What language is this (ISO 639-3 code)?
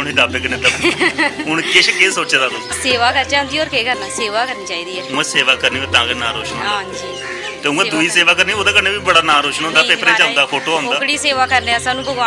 doi